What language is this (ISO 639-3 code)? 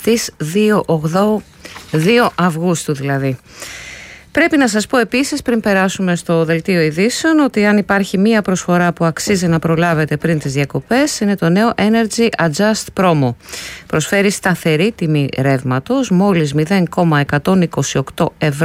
ell